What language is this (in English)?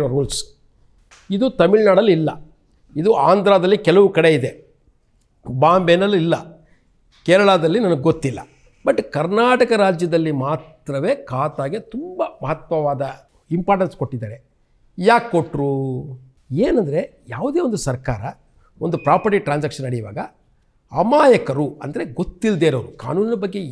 Kannada